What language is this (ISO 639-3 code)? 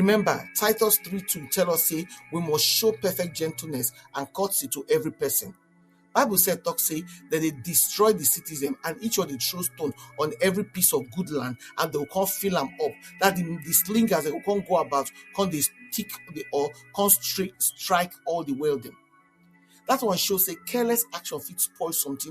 pcm